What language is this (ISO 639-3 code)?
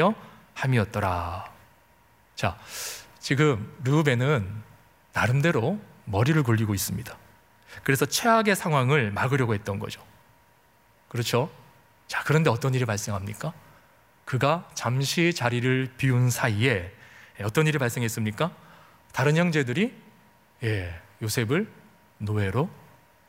kor